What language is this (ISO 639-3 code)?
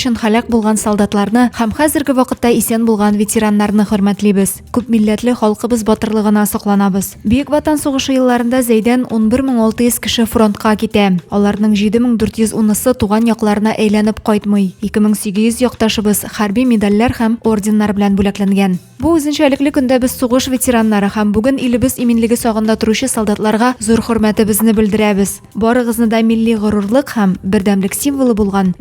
tat